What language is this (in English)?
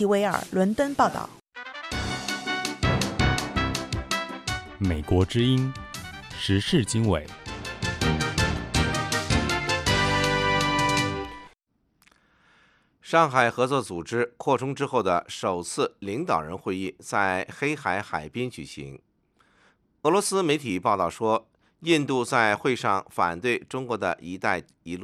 Chinese